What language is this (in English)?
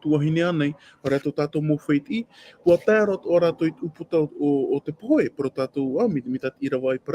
Tahitian